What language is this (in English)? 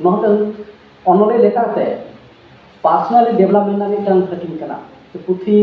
Santali